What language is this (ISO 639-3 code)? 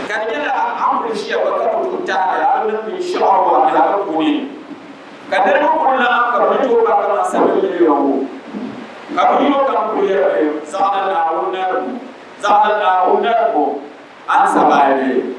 dag